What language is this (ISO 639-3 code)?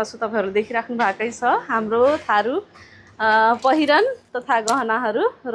nep